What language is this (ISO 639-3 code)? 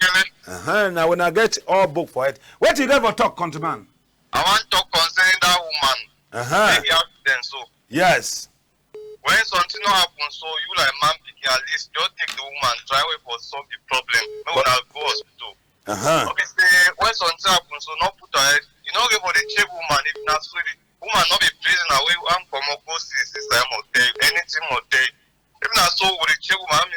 wes